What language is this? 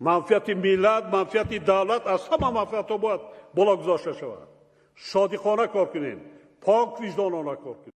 Tajik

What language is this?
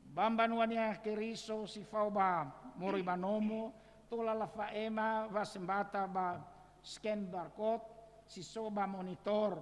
Nias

